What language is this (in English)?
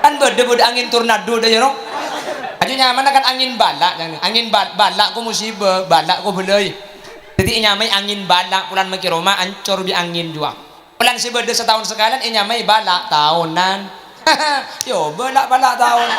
Madurese